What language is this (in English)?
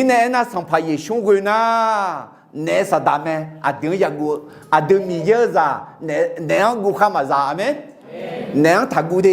Akha